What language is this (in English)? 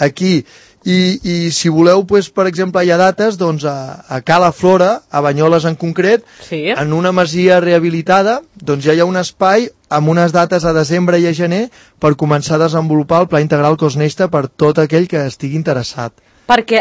Catalan